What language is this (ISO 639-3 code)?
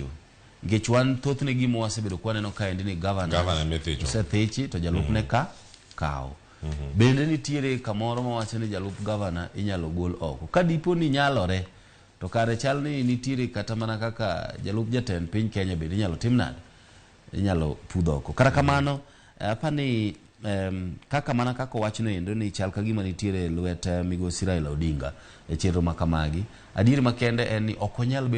luo